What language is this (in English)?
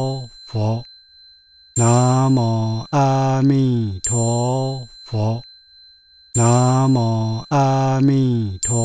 Chinese